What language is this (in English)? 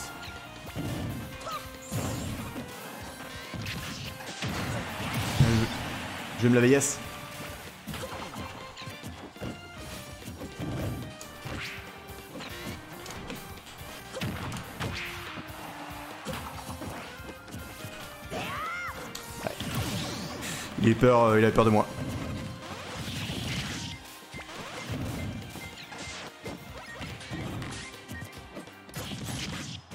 French